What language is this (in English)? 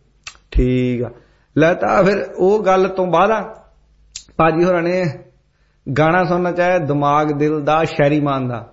Punjabi